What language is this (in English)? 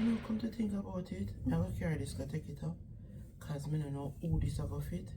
Jamaican Creole English